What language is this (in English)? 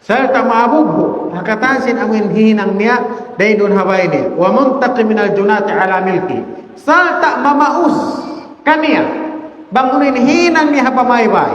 Tausug